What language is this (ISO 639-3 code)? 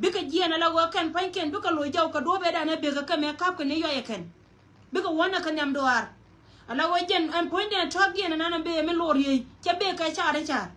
nus